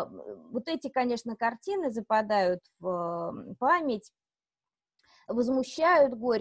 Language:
Russian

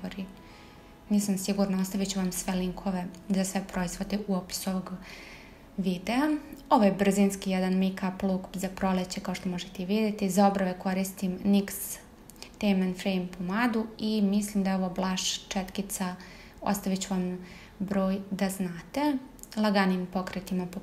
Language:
Serbian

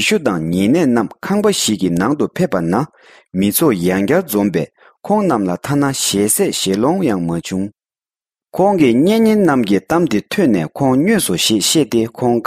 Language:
Tibetan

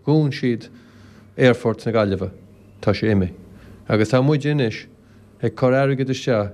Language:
Irish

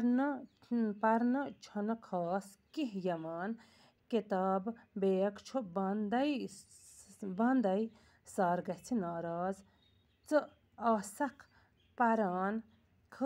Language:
Kashmiri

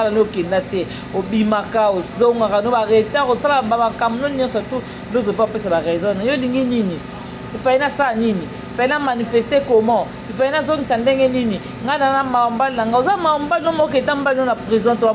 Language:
Lingala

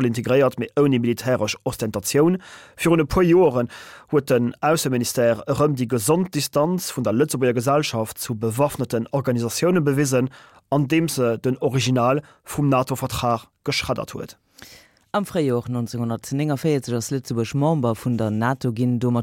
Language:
Luxembourgish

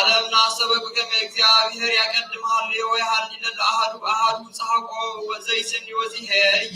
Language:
Geez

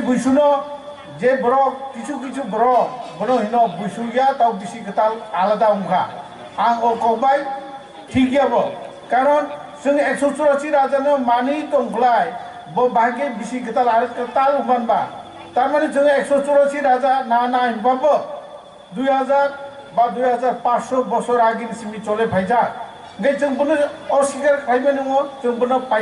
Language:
Kok Borok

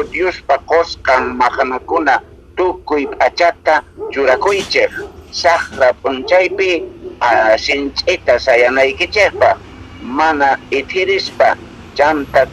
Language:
South Bolivian Quechua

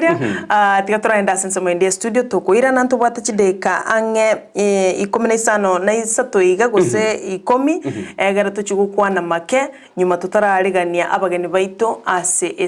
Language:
Gusii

